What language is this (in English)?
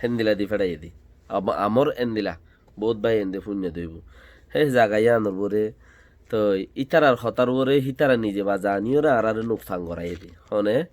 Rohingya